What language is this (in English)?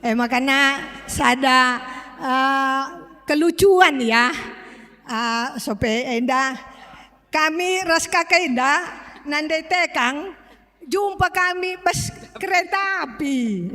Batak Karo